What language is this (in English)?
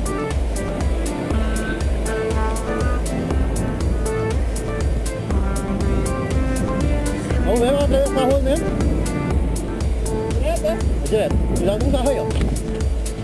Portuguese